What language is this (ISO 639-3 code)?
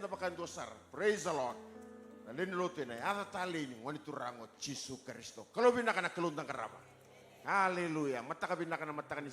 fij